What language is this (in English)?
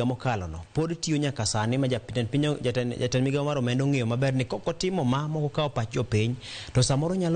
Luo (Kenya and Tanzania)